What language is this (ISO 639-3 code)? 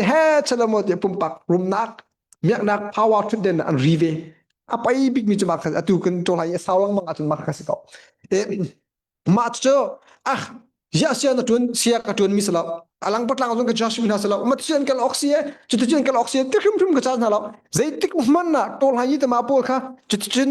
cnh